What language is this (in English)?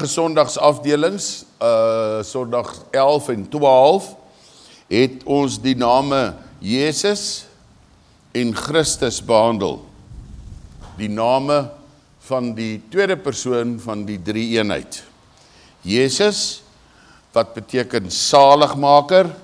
Afrikaans